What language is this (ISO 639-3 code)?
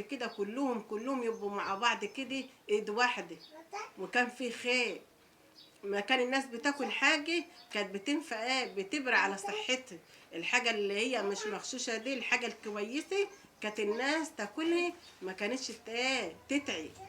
arz